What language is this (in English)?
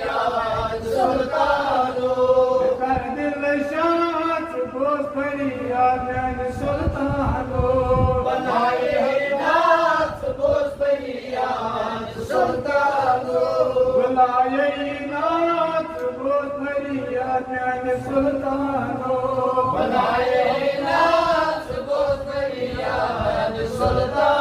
Kashmiri